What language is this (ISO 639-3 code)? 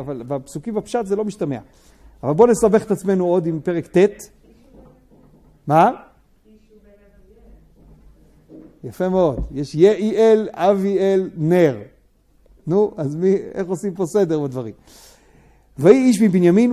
heb